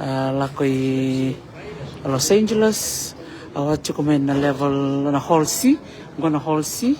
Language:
Fijian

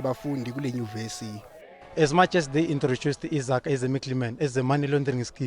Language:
Zulu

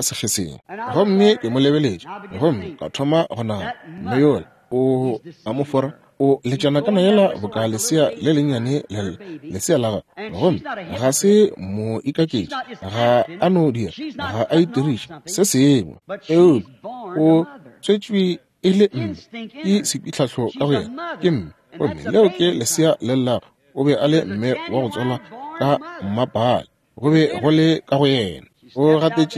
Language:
Northern Sotho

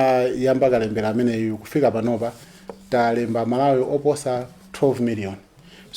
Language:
Nyanja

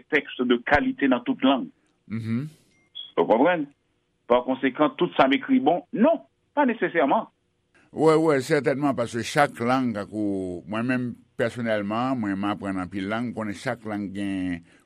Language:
Haitian Creole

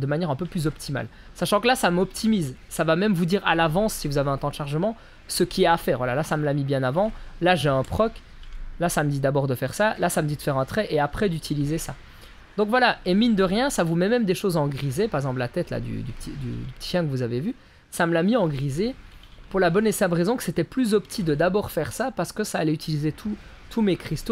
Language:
French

